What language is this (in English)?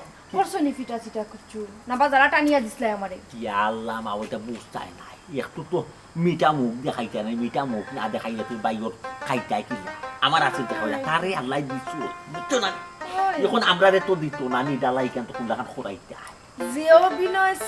Sylheti